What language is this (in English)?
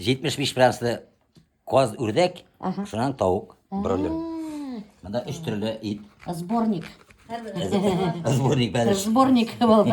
Bashkir